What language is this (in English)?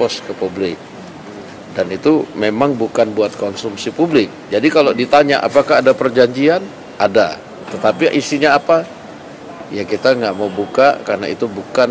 Indonesian